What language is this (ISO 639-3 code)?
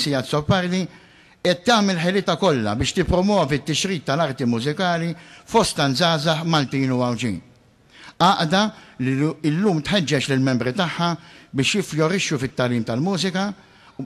mlt